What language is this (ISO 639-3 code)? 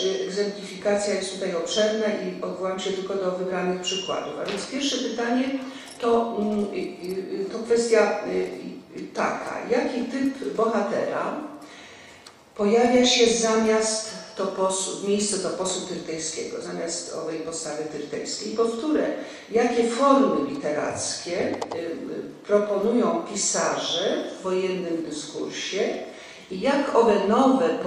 pol